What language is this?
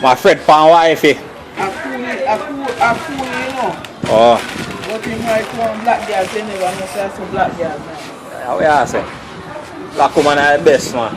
Jamaican Creole English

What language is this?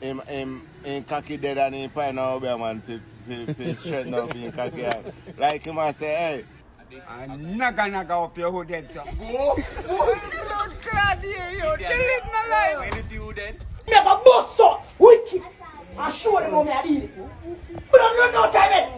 Jamaican Creole English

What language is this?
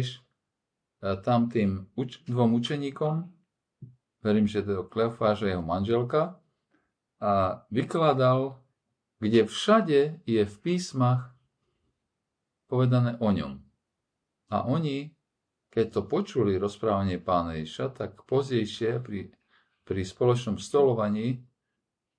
Slovak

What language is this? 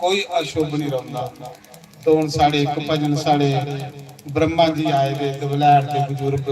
Dogri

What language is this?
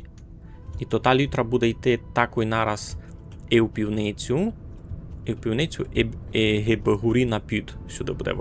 Rusyn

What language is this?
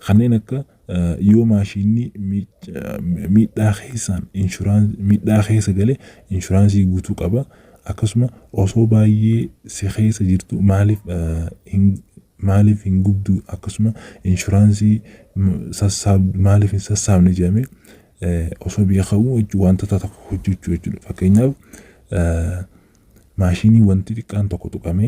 Oromo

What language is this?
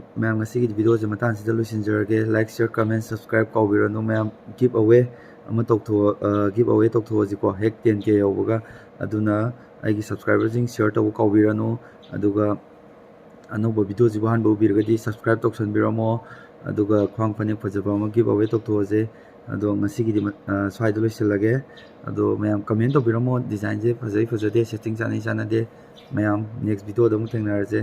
Manipuri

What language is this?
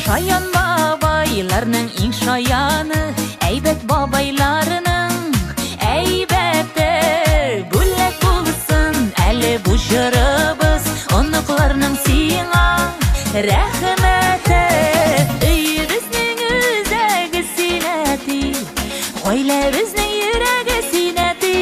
Bashkir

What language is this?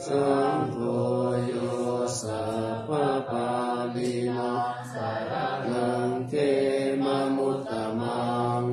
Pali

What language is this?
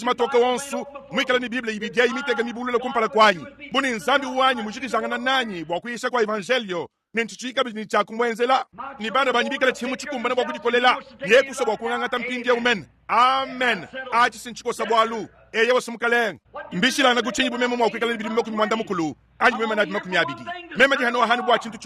Luba-Lulua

